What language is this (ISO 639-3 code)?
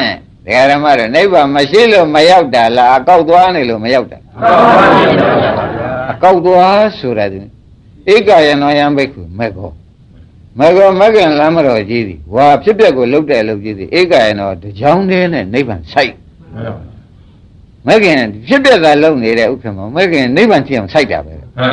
mya